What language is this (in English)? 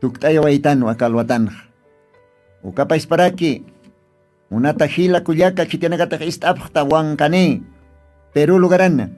Aymara